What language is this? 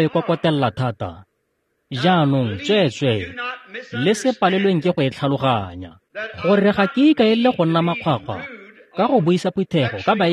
Tswana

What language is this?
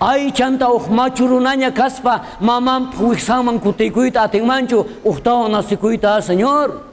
South Bolivian Quechua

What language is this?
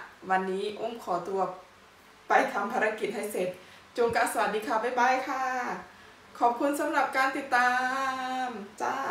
Thai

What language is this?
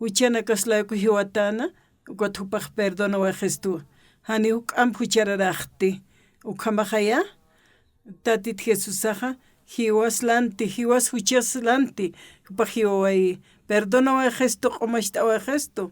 Aymara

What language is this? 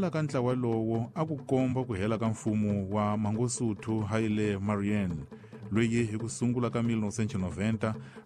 Tsonga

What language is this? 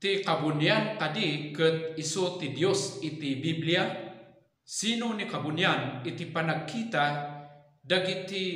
Iloko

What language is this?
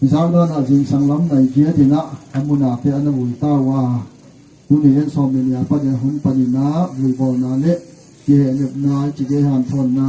Tedim Chin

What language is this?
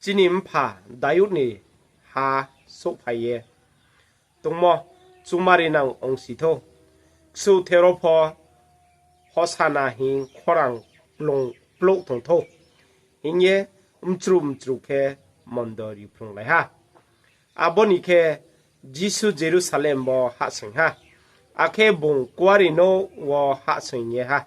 Riang (India)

